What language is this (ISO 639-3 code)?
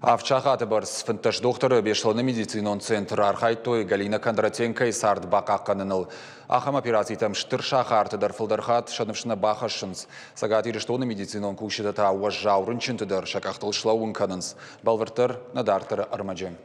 oss